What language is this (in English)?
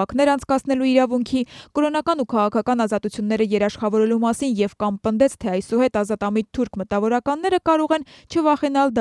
Armenian